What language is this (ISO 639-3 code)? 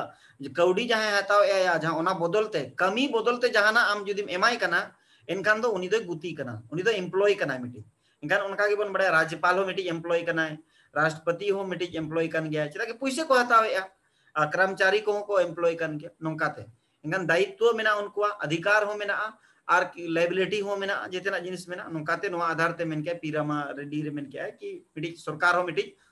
sat